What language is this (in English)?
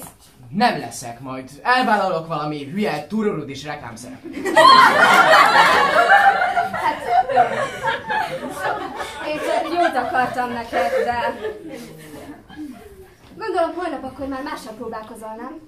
Hungarian